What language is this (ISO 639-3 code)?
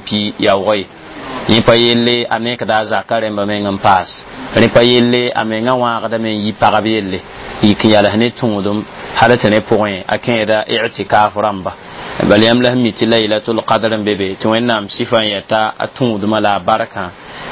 mos